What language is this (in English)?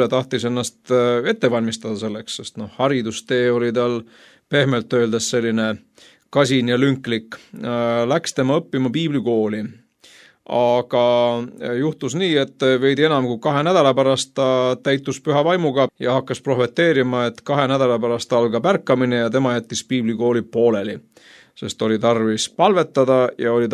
Estonian